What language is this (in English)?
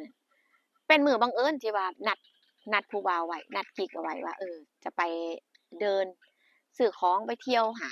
Northeastern Thai